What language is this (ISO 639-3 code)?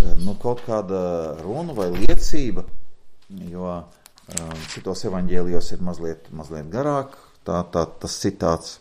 lav